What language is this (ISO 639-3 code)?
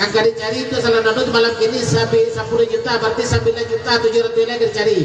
min